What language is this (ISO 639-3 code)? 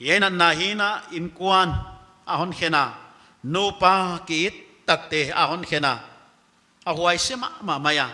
pck